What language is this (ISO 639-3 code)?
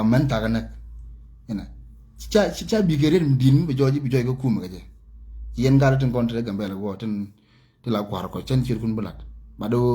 nus